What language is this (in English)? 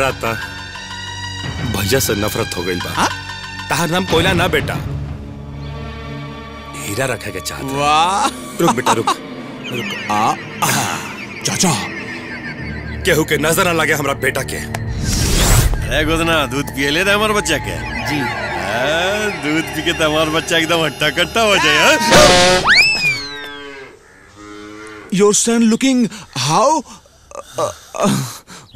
Bhojpuri